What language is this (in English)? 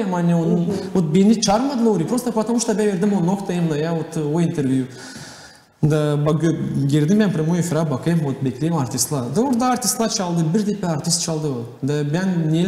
Gagauz